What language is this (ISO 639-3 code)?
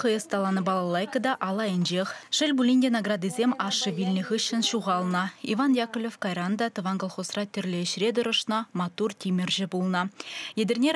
chv